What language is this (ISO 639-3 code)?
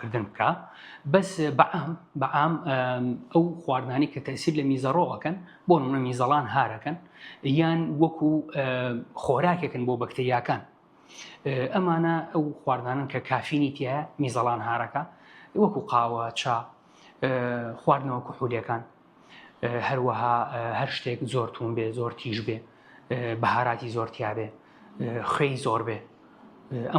ckb